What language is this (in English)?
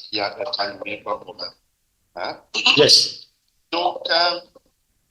Morisyen